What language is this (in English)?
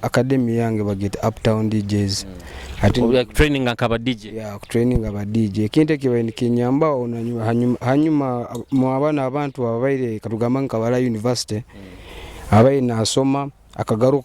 Nyoro